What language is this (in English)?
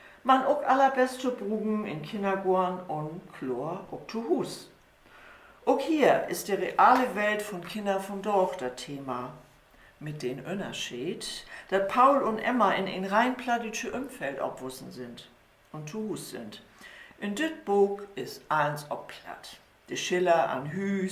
Low German